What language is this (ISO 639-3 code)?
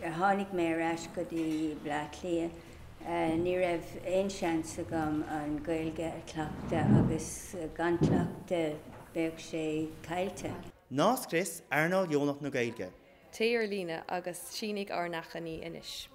gle